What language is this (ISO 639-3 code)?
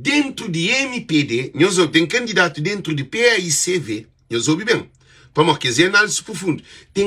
kea